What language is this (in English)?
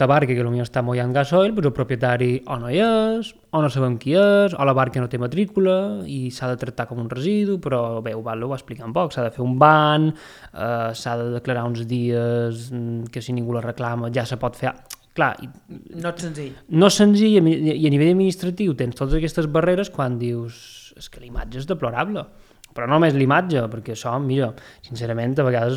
Catalan